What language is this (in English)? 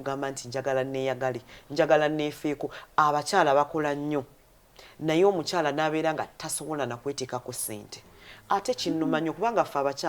Ganda